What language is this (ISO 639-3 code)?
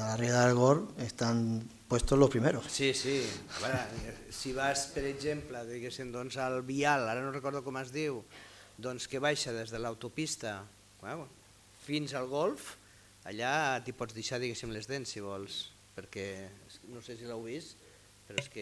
cat